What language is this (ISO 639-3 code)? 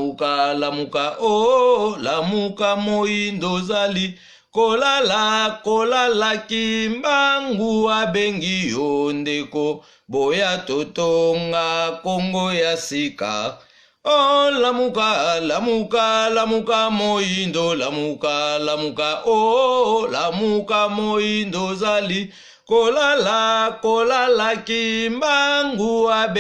lin